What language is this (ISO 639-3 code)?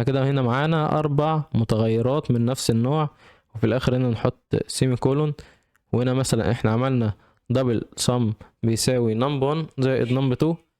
arz